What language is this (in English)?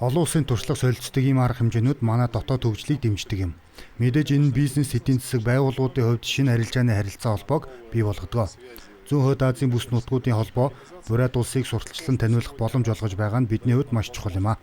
Mongolian